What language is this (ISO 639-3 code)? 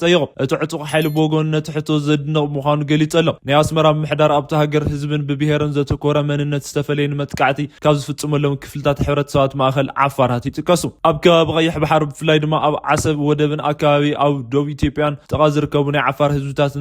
tir